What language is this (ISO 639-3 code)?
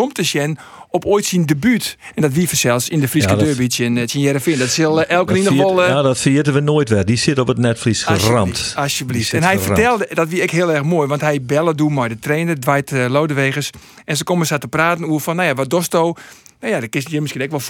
fry